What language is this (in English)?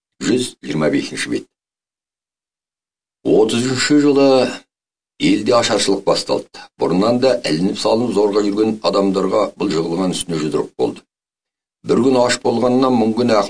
Kazakh